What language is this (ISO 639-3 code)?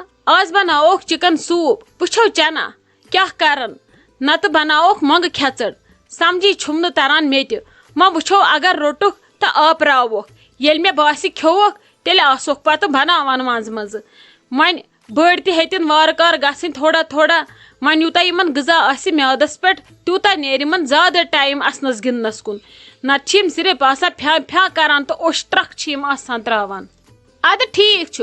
kas